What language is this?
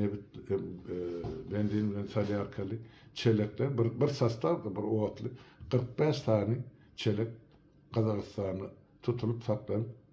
Turkmen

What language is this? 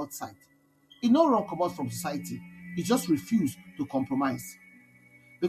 Nigerian Pidgin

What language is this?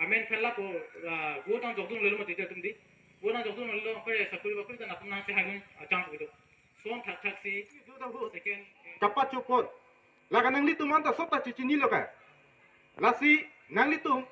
Karbi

